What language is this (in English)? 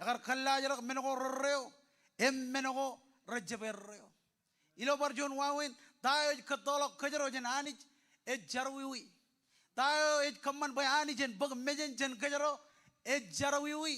Marshallese